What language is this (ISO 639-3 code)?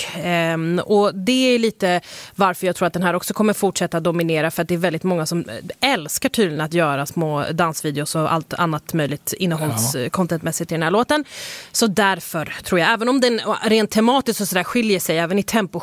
swe